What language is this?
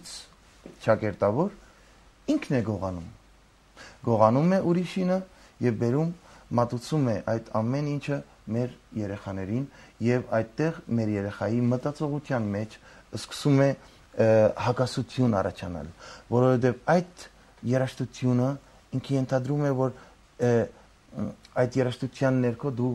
Armenian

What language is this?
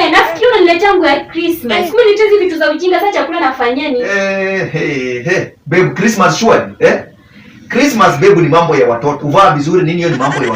Swahili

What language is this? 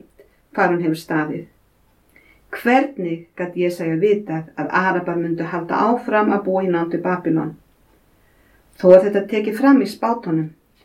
Icelandic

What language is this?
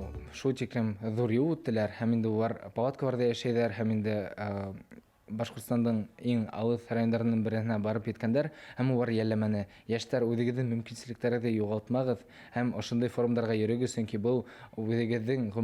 Bashkir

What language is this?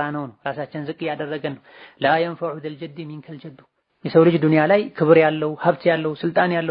Amharic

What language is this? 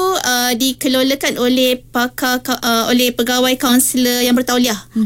Malay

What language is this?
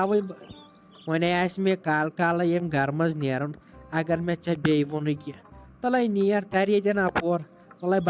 Kashmiri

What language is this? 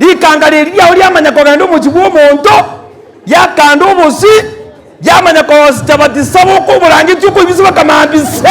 Gusii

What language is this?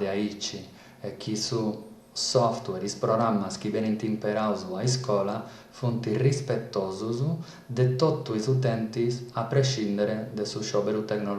Sardinian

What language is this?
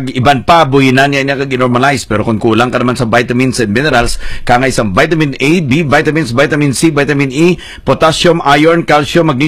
Hiligaynon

